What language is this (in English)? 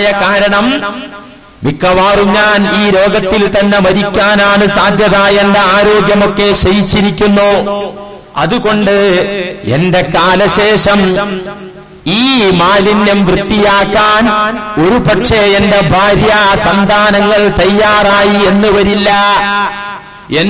Malayalam